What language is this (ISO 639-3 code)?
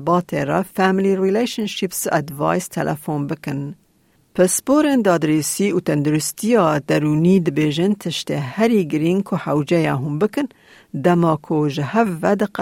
kur